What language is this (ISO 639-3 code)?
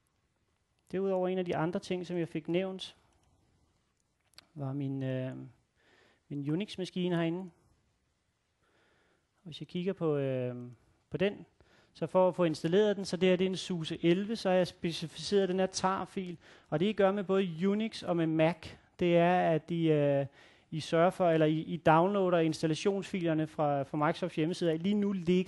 dan